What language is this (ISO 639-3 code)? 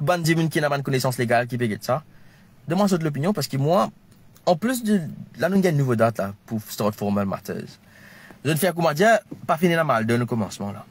mfe